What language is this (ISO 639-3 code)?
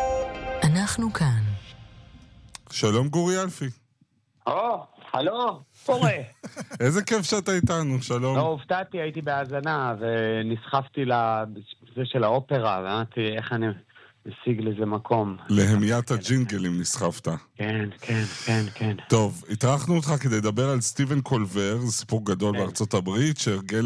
heb